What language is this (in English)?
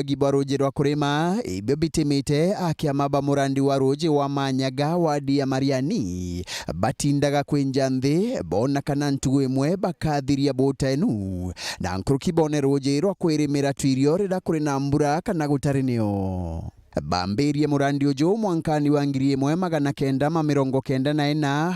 Meru